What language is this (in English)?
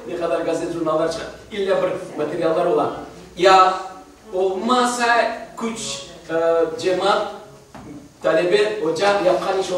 Crimean Tatar